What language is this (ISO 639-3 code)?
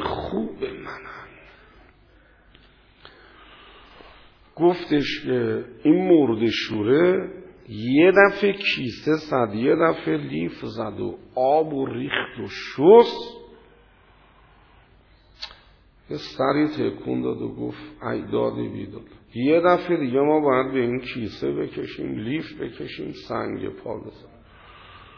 fas